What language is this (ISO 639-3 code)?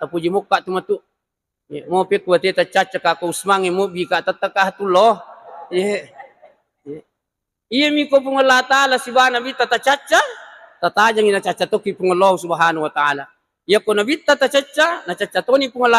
bug